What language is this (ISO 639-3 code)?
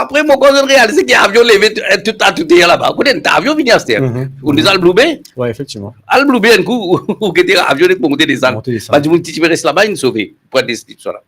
mfe